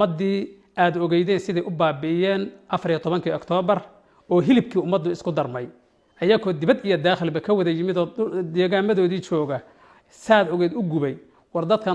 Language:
Somali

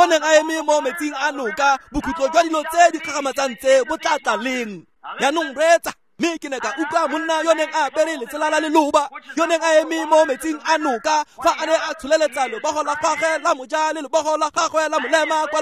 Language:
Tswana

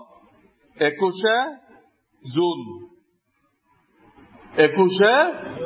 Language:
Bangla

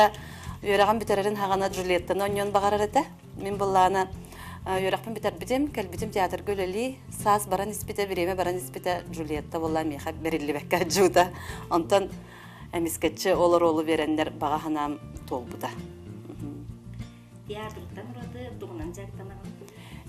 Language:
Yakut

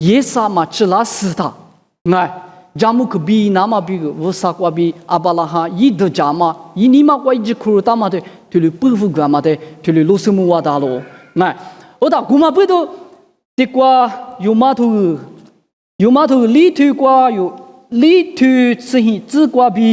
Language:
Lisu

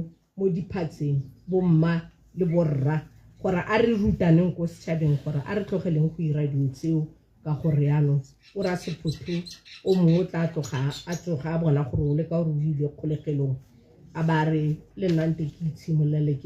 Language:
Tswana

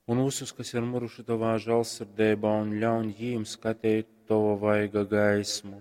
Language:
Latgalian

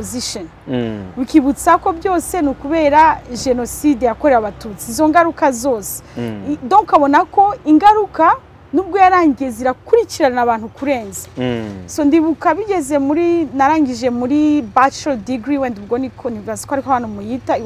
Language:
Kinyarwanda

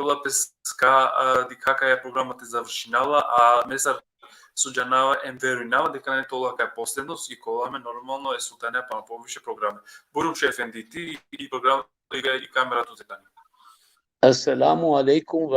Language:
Balkan Romani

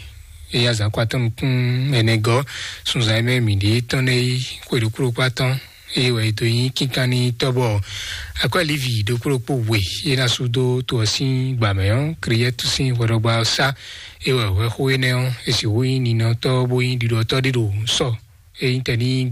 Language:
Fon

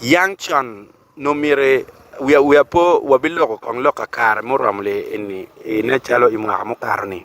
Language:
Acoli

